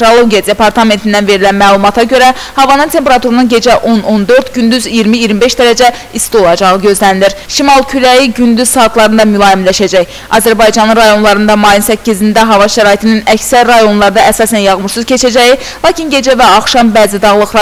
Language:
Azerbaijani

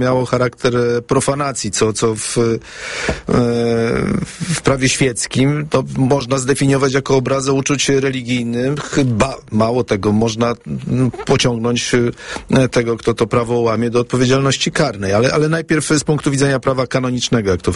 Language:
Polish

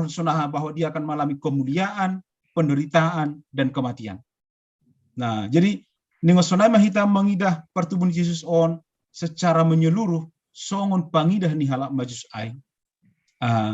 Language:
Batak Simalungun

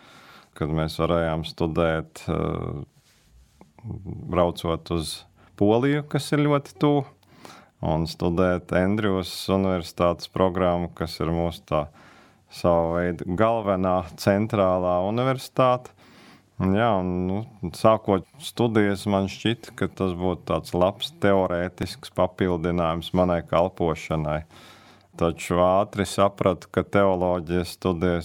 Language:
Latvian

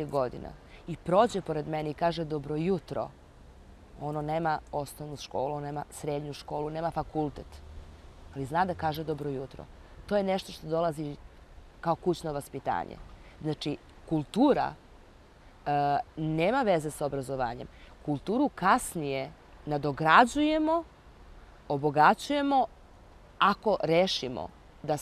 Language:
Serbian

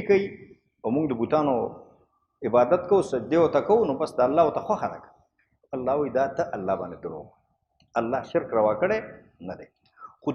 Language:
Pashto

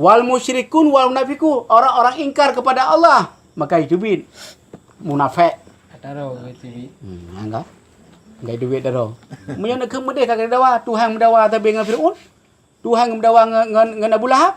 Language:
Achinese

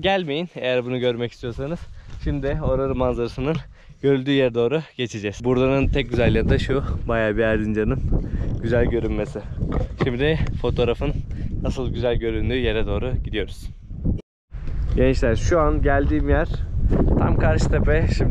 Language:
Turkish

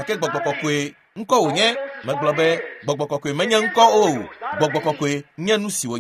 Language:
Ewe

